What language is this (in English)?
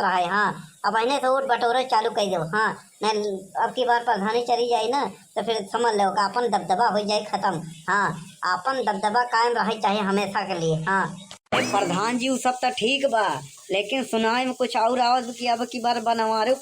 Awadhi